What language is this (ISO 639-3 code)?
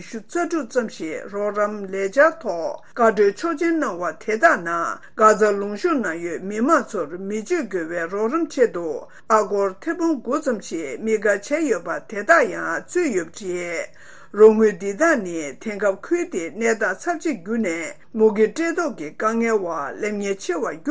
bod